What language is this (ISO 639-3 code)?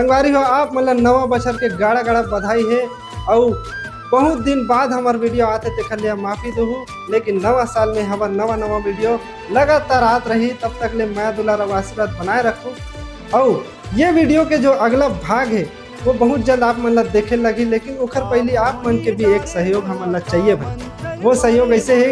hne